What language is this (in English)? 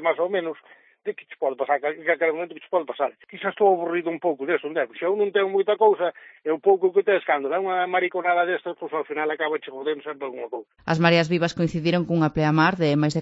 Galician